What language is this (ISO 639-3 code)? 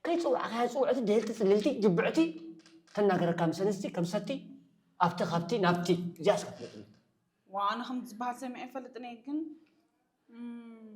tir